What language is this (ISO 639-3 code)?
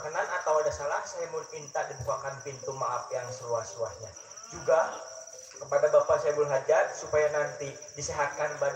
bew